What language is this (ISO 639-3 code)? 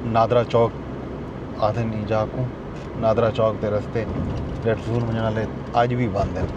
skr